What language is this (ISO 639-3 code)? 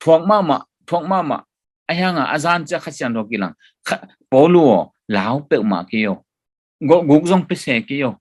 ctd